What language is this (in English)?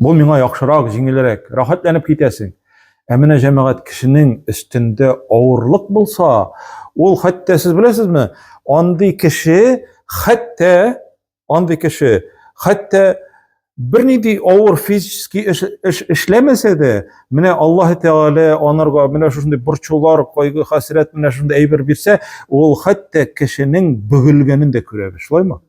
Tatar